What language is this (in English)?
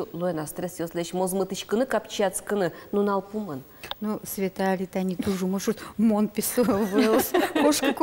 Udmurt